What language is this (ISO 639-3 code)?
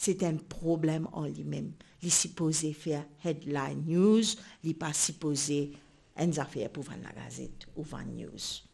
mfe